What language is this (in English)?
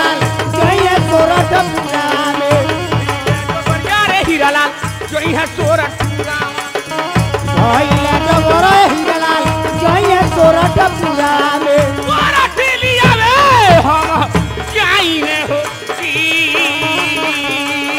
Bhojpuri